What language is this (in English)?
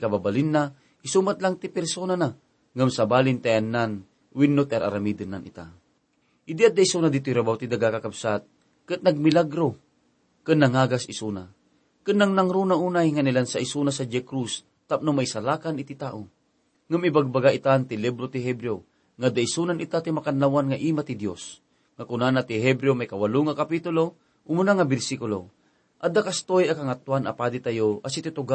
Iloko